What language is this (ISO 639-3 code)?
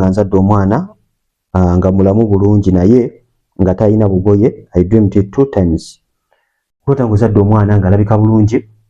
lug